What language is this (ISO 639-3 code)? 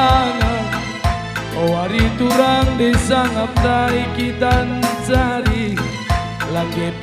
btx